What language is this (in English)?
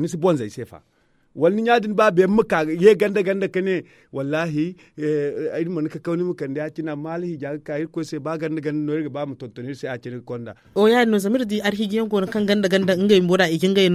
Zarma